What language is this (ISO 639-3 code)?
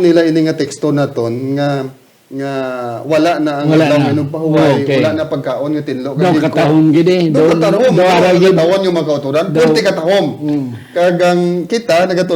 hil